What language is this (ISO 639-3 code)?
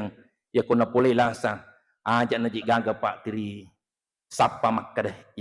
bug